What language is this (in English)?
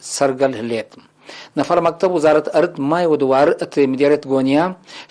Tigre